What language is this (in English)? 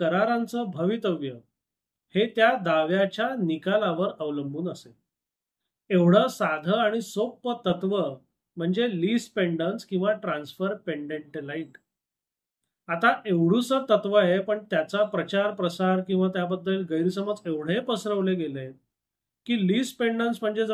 Marathi